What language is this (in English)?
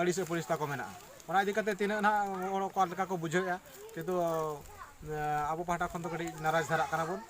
Santali